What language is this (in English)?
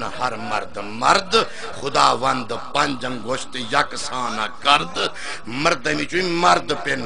Saraiki